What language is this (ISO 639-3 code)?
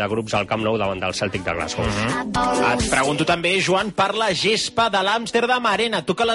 cat